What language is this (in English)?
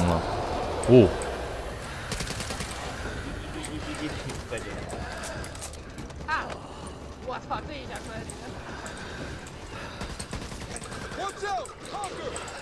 Chinese